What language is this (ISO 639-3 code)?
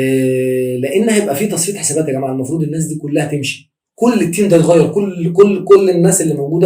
arz